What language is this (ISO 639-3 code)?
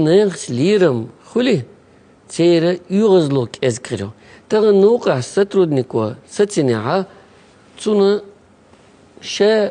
che